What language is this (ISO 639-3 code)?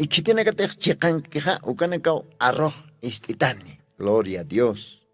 aym